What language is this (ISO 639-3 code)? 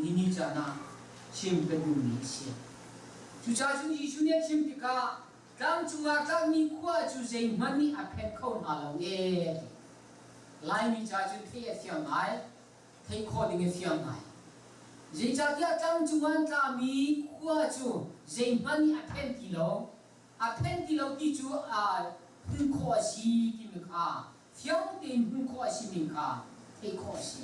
cnh